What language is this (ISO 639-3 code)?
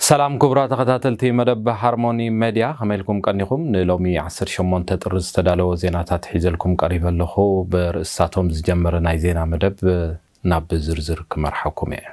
tir